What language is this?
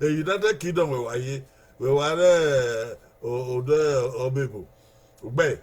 Bini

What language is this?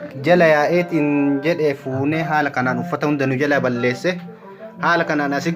Oromo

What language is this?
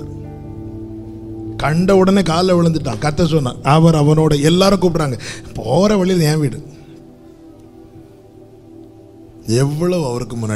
Tamil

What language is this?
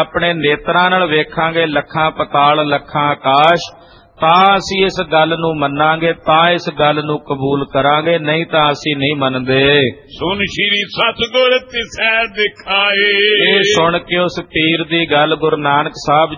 Punjabi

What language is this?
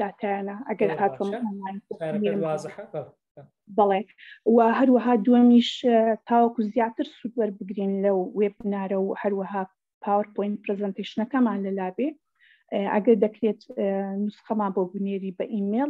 Central Kurdish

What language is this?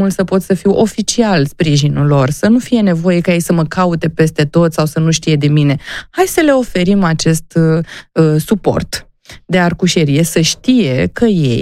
Romanian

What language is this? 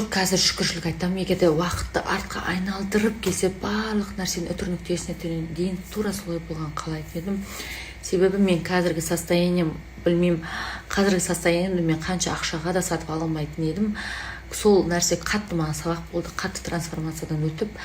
Kazakh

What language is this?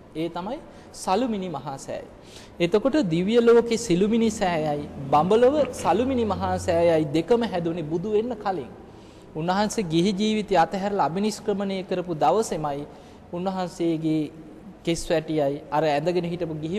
Sinhala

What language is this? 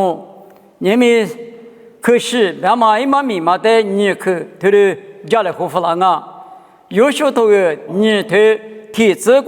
Lisu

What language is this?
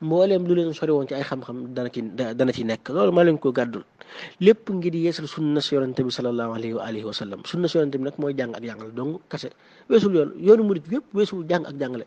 Wolof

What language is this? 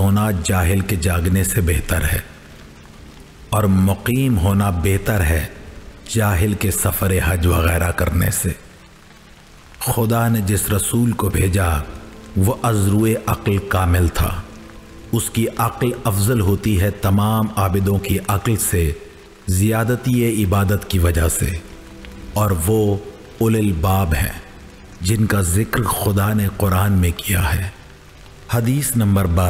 Urdu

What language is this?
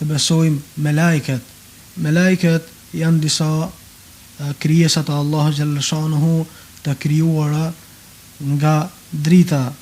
Albanian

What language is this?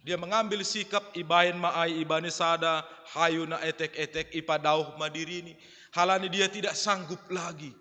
Batak Simalungun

